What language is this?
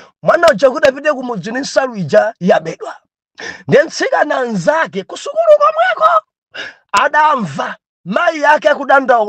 Nyanja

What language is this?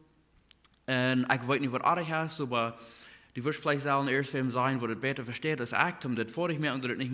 Plautdietsch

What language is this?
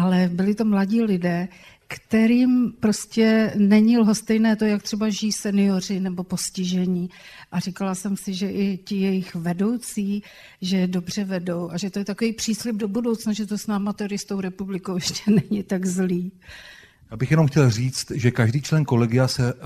Czech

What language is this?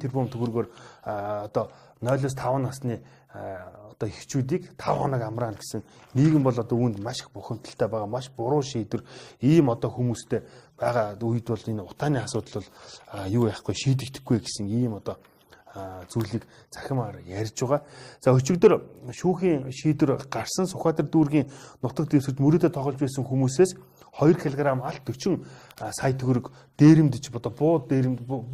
Mongolian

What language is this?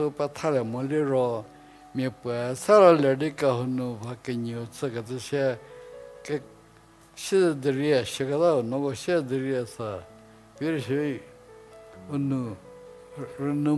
Angami Naga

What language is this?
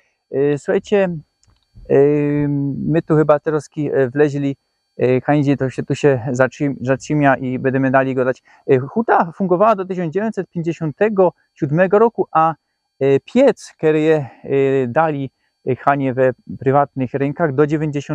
Silesian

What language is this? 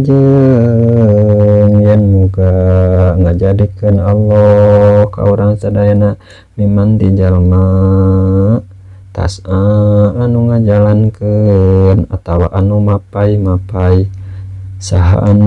Sundanese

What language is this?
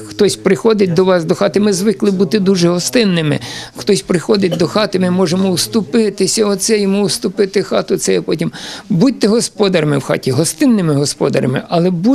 Ukrainian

